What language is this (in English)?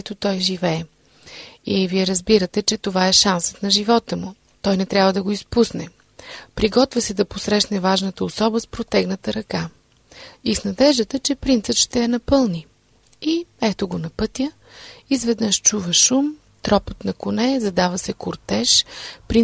Bulgarian